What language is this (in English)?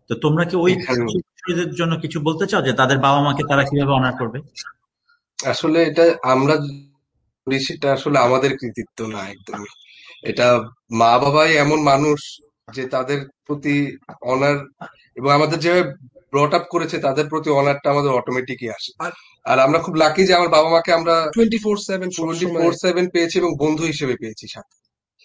Bangla